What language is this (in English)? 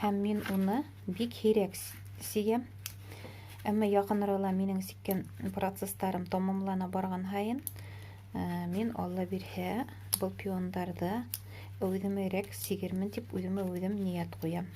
Bashkir